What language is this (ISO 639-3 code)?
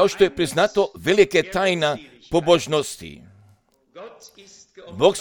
hrv